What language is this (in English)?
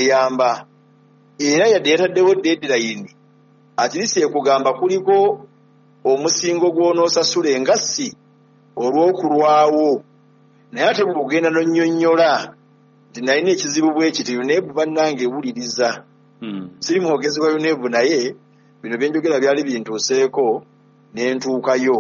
Ganda